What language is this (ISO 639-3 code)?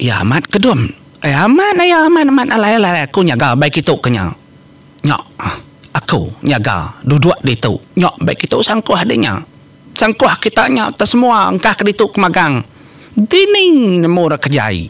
iba